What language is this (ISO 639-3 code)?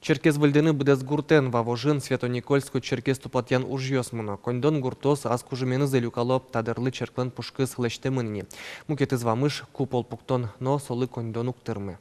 udm